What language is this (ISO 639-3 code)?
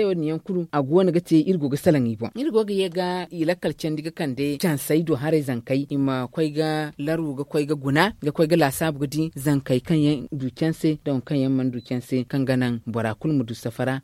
dje